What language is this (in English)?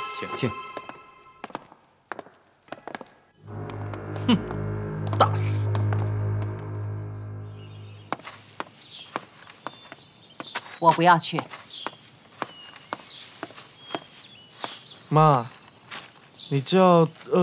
Chinese